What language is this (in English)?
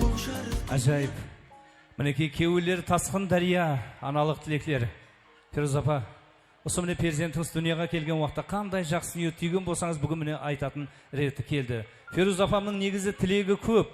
Kara-Kalpak